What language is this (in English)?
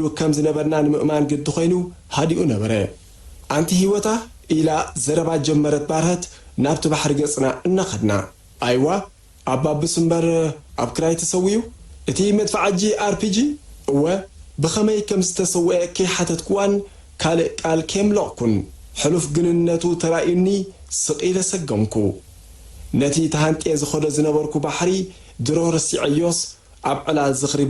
Tigrinya